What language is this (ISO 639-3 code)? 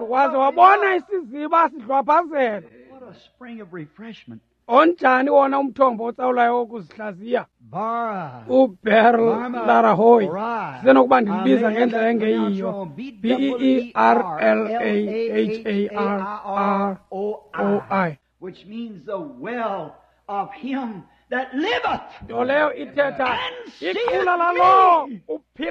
xho